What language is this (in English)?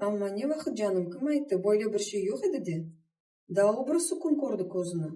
Crimean Tatar